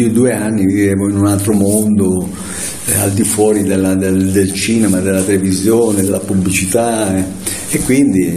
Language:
Italian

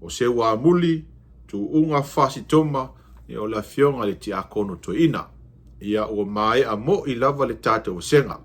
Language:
Samoan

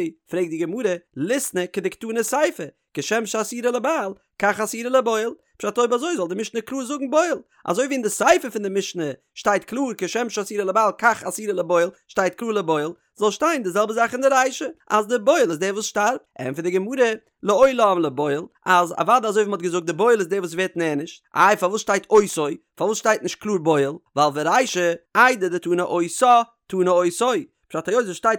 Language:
Yiddish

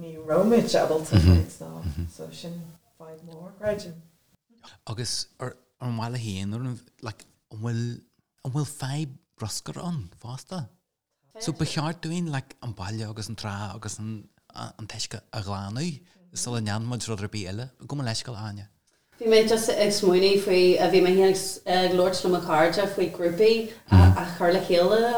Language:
Irish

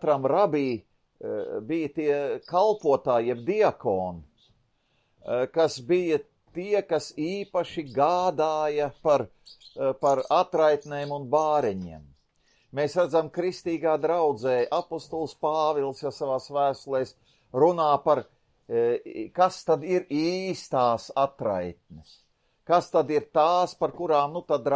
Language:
Latvian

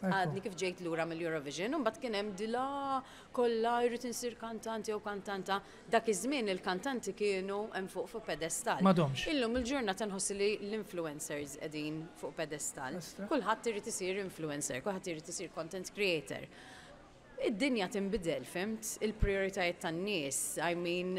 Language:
Maltese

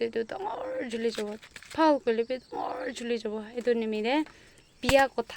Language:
Naga Pidgin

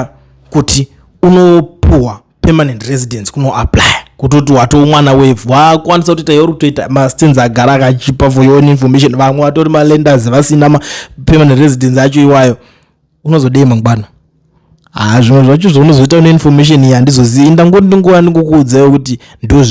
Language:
Shona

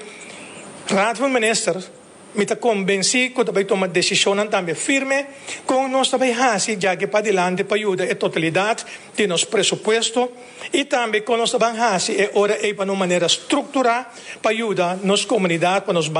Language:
Papiamento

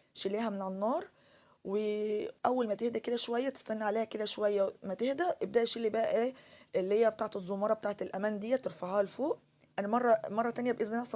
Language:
Egyptian Arabic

